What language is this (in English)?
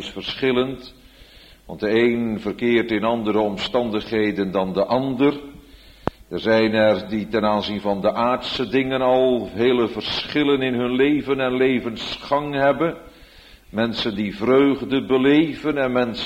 Dutch